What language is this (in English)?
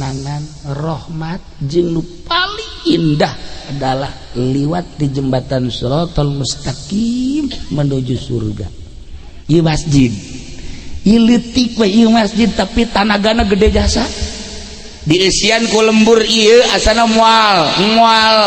Sundanese